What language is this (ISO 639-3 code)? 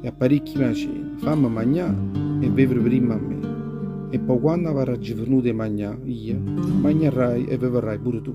nap